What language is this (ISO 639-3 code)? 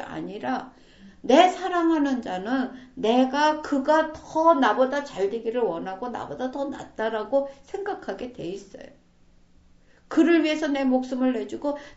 kor